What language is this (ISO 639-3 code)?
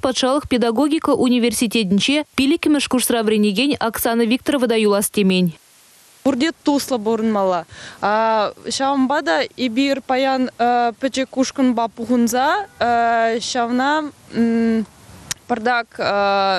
chv